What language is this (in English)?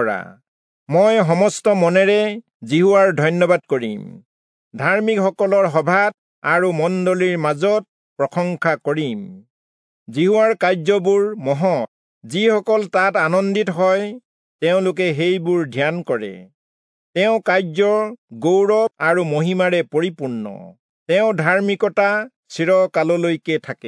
Assamese